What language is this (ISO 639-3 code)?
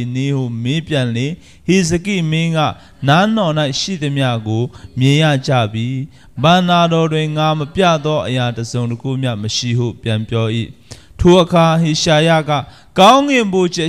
mya